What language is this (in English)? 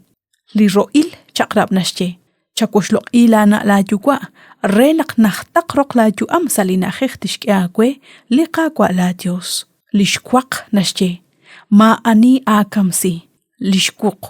Kekchí